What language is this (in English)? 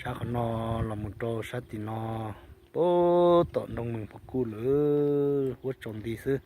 Hmong